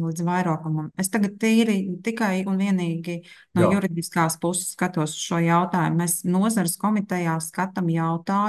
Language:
Latvian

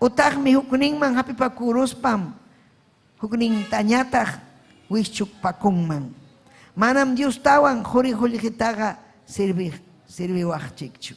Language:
Ayacucho Quechua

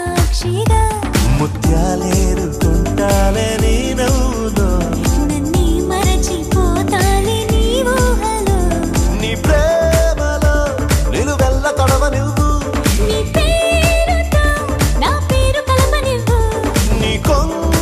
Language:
Telugu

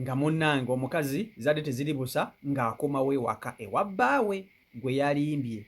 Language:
Ganda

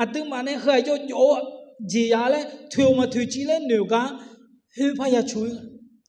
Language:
Akha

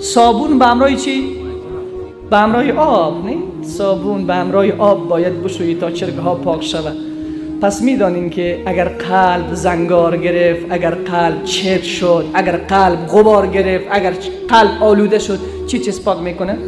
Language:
Persian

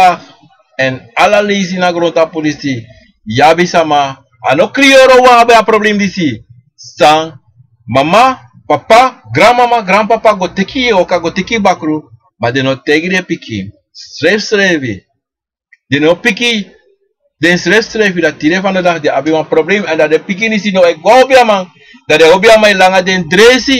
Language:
Sranan Tongo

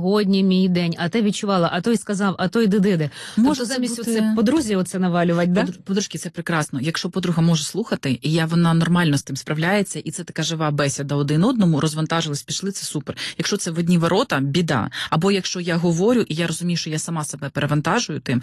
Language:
Ukrainian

